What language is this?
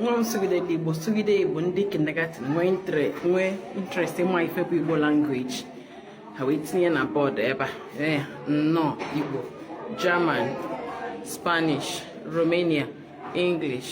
Igbo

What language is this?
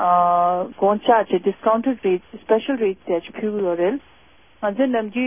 Tibetan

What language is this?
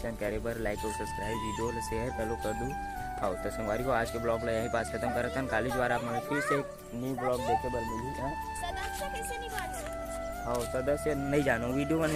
Chhattisgarhi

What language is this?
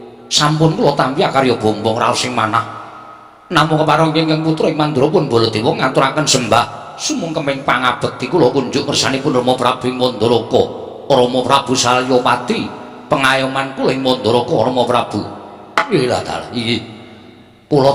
Javanese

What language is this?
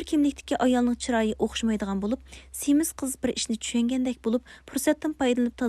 Uyghur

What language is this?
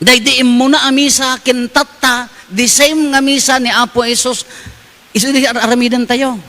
Iloko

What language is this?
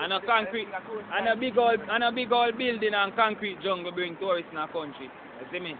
Jamaican Creole English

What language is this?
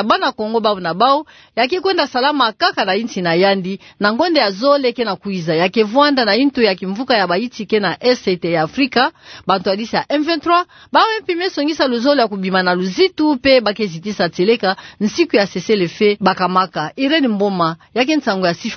Kituba (Democratic Republic of Congo)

